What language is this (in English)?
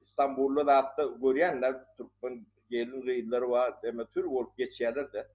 Turkmen